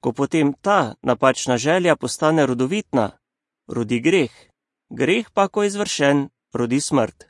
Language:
Slovenian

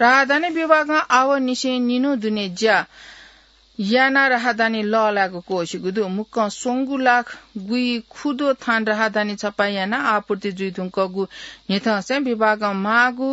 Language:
Newari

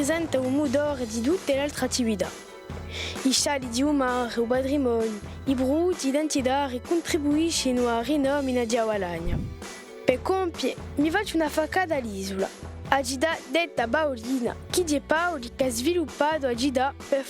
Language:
Corsican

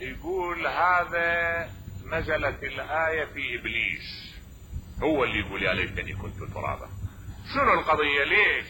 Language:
Mesopotamian Arabic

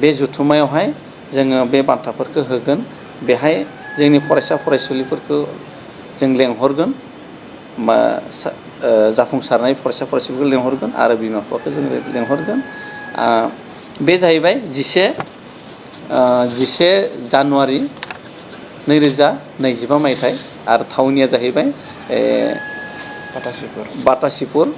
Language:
Bodo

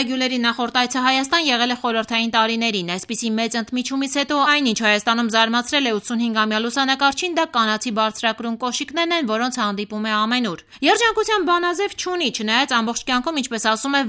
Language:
Armenian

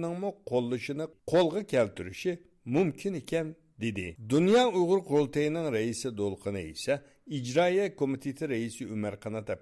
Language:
Uyghur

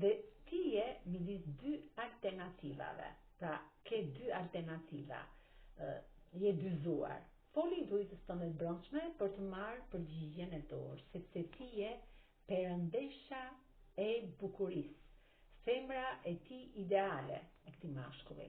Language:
Albanian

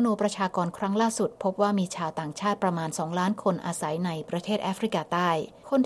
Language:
Thai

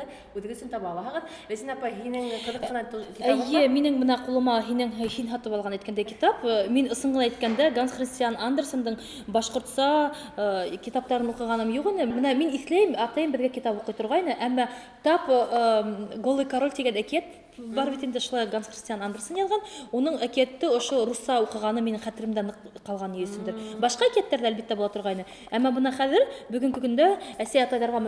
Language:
Bashkir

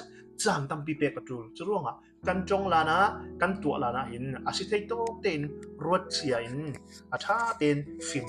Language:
Falam Chin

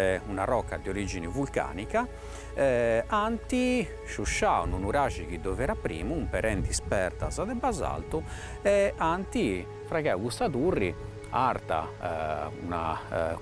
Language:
Sardinian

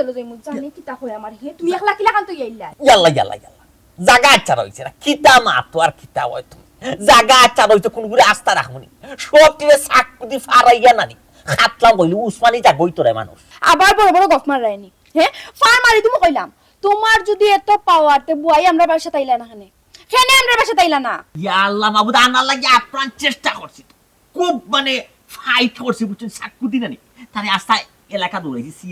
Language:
Sylheti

